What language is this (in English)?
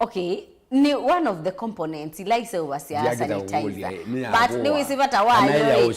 Kamba